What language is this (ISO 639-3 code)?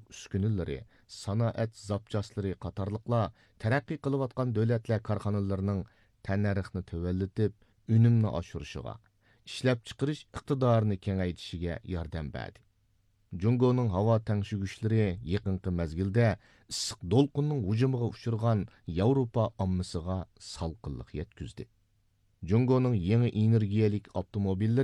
uig